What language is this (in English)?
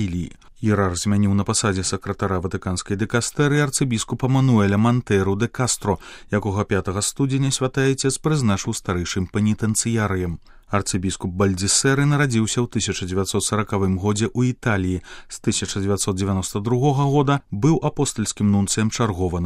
Belarusian